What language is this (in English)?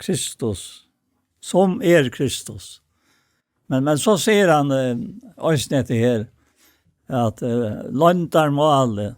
Faroese